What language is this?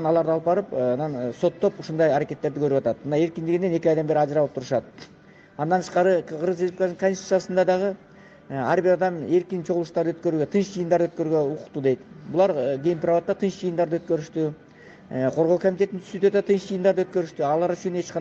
Kyrgyz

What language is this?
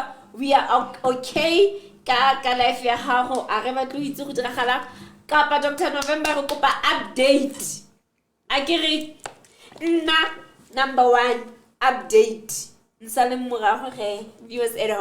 Southern Sotho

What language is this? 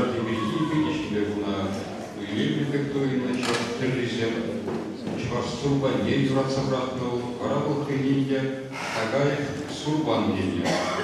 Chuvash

